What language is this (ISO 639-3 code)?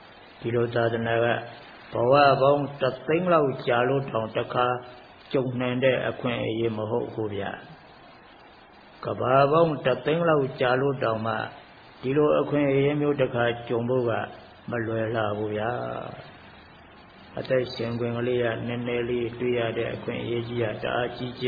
mya